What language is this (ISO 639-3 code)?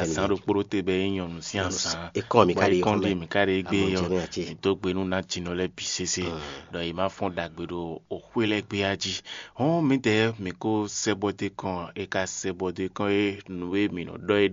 fon